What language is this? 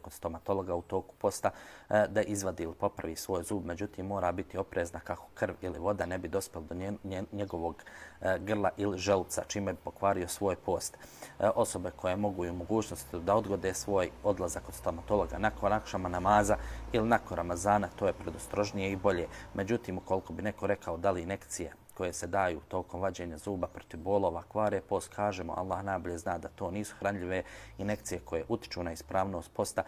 Serbian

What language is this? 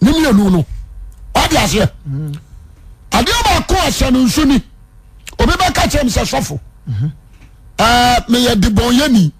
Akan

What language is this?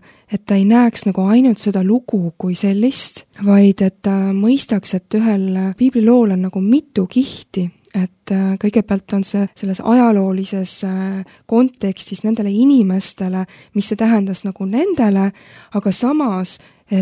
Estonian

